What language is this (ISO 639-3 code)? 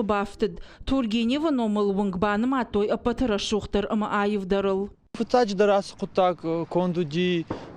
oss